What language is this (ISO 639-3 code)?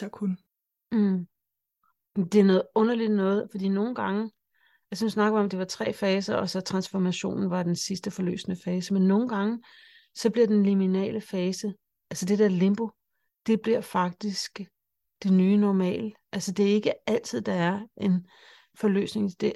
dan